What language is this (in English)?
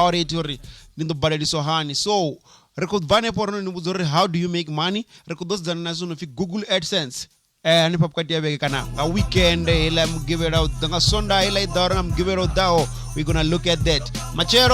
Venda